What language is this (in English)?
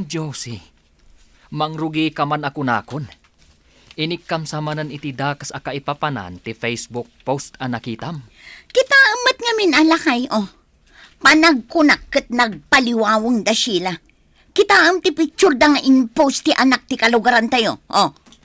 Iloko